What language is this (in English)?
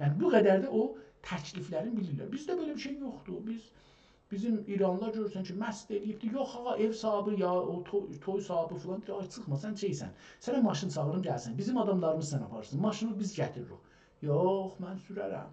South Azerbaijani